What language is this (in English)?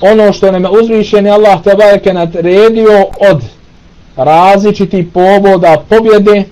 Bosnian